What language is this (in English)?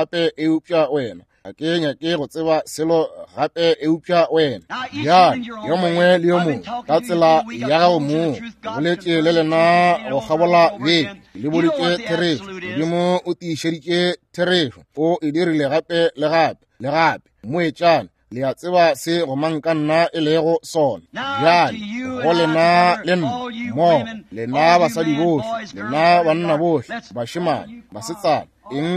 Northern Sotho